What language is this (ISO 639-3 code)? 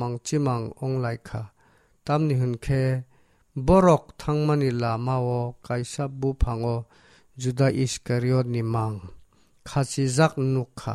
trp